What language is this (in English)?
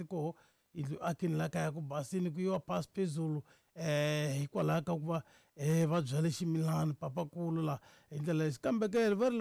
Tsonga